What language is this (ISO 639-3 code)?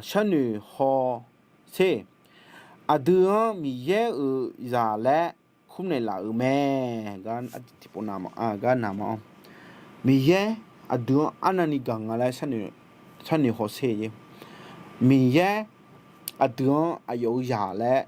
ahk